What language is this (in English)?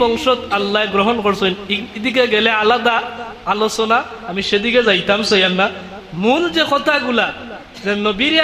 Sylheti